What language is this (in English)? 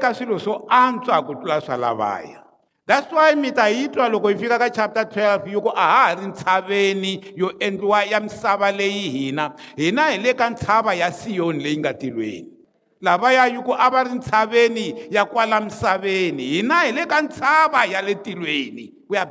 Tsonga